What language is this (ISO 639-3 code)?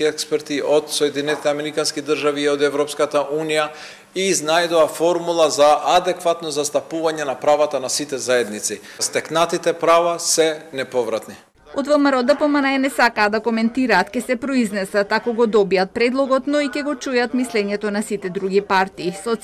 mkd